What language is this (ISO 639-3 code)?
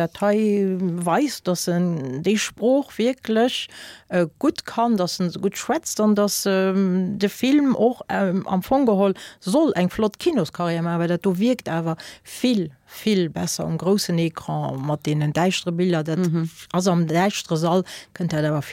ltz